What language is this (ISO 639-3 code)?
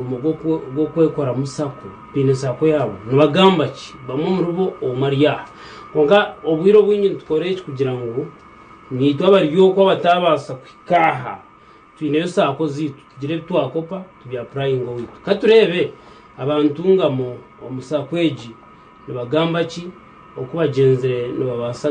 nyn